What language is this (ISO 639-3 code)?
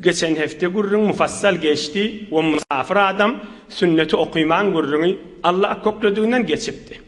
tuk